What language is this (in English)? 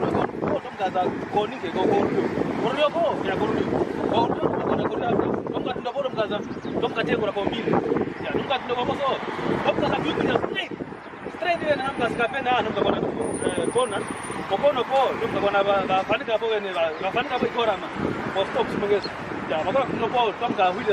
Kwangali